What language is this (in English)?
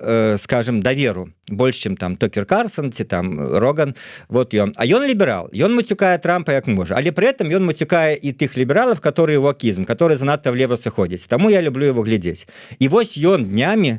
Belarusian